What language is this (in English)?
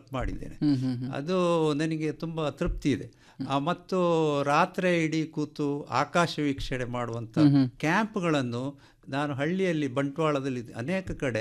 Kannada